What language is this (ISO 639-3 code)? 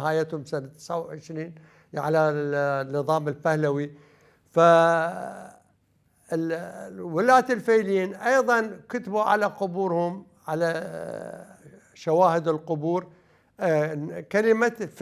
acm